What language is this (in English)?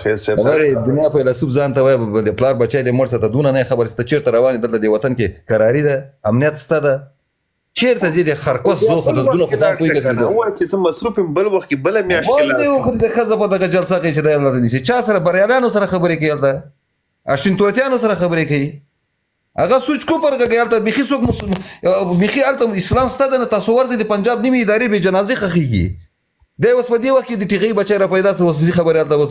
Pashto